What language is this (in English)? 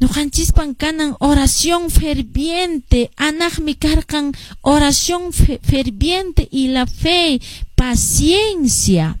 Quechua